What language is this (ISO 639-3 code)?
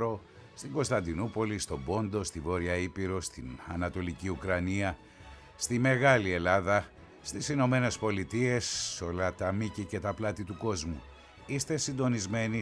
ell